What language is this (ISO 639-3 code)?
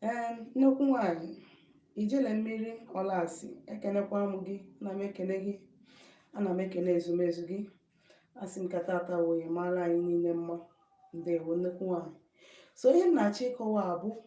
ibo